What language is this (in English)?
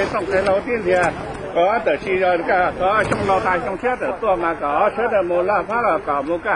Hmong